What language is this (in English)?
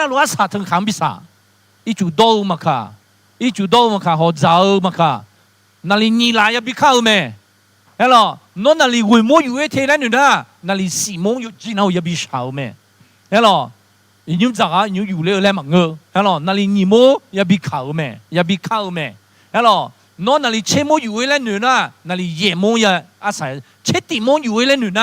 Akha